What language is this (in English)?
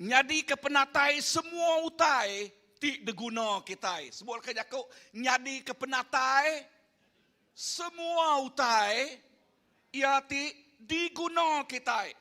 Iban